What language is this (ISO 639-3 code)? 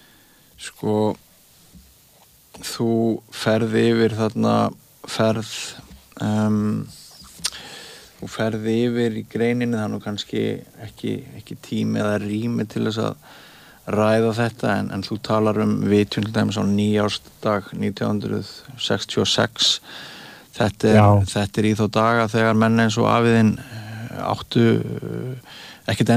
isl